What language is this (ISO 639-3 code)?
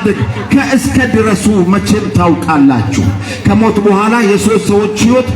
amh